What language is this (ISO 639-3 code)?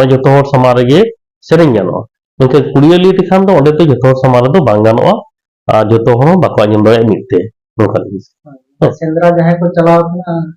sat